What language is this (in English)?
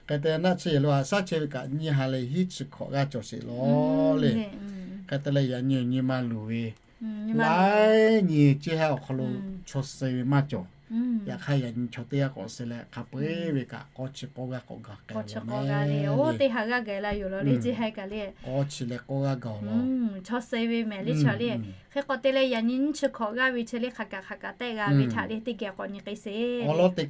Lahu